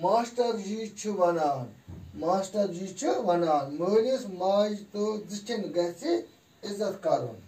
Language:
Kashmiri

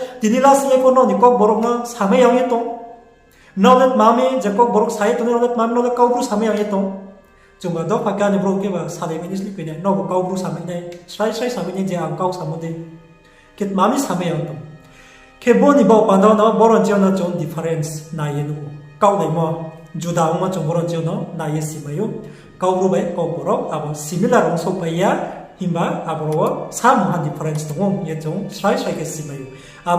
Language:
Riang (India)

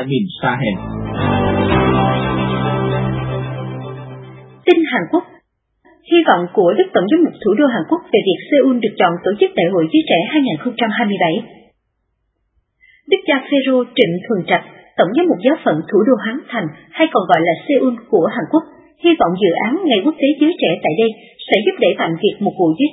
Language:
Vietnamese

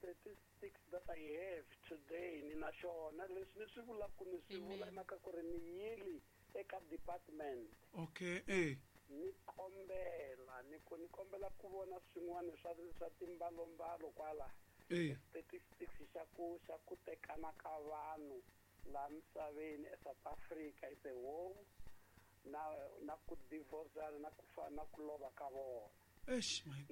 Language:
Tsonga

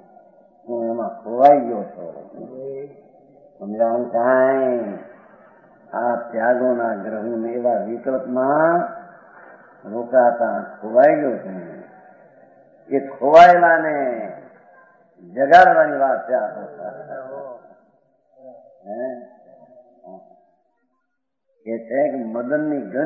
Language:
Gujarati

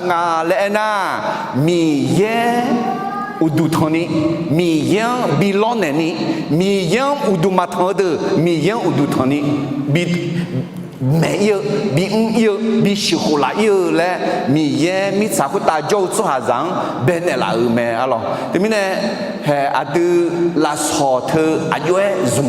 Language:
Akha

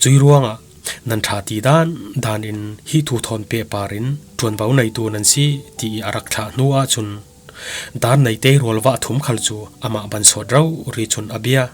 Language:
Falam Chin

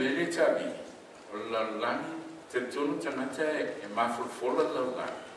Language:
Samoan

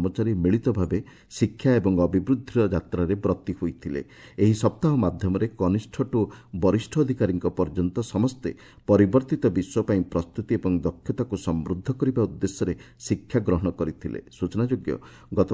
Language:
Odia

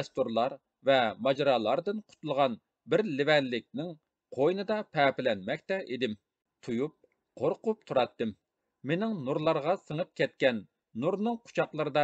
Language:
Uyghur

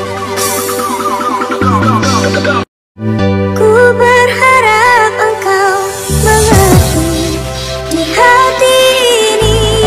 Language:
Indonesian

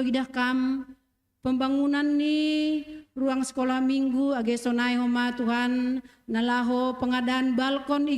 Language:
Batak Simalungun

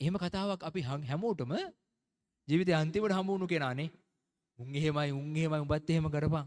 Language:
Sinhala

